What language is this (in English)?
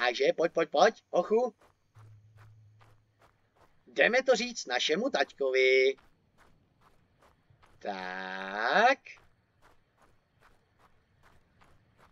Czech